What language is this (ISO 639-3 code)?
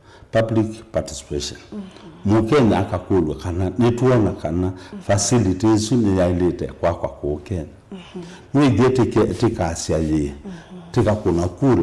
kam